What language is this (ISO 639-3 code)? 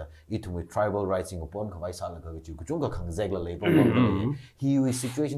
nmf